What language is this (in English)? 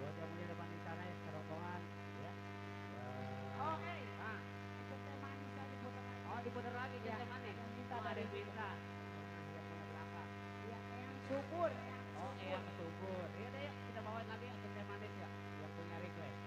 Betawi